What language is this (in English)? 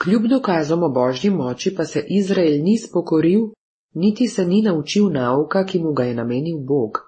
Serbian